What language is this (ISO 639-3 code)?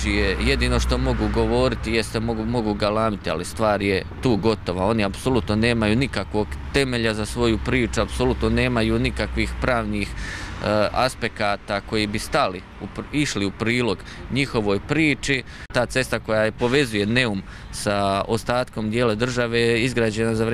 hrv